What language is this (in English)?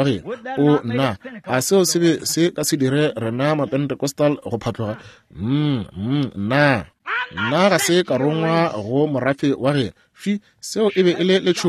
Northern Sotho